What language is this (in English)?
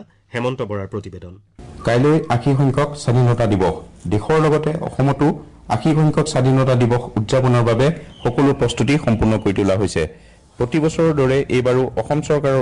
Assamese